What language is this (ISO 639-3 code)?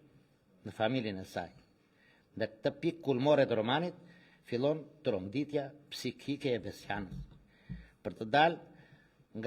sqi